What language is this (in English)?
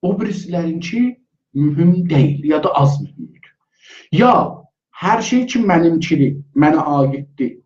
South Azerbaijani